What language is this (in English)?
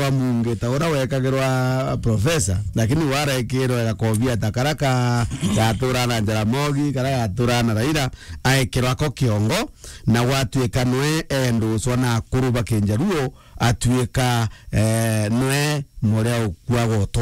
Meru